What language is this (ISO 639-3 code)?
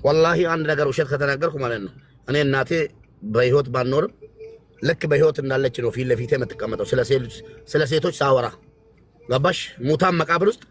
amh